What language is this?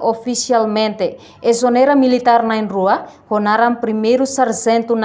Tetum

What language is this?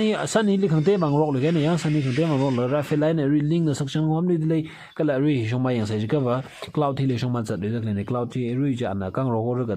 Tangkhul Naga (India)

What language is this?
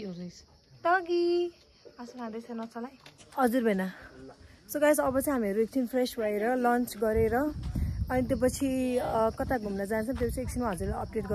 Nepali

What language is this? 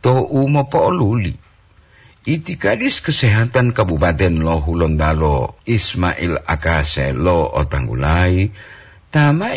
Gorontalo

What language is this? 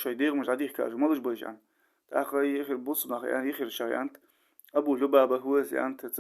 Ingush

